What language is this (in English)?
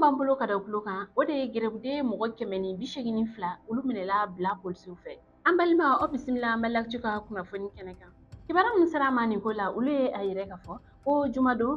Bambara